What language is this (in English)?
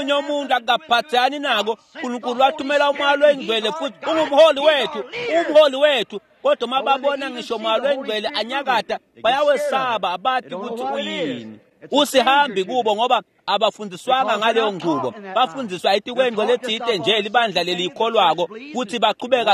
Swati